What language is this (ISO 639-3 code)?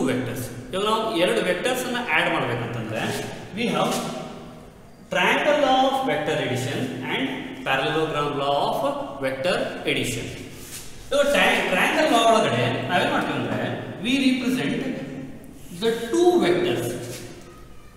kan